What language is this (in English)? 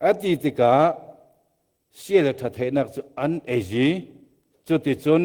Falam Chin